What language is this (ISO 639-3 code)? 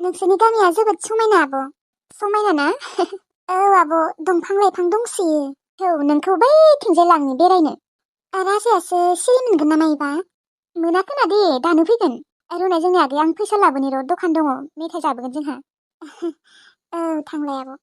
brx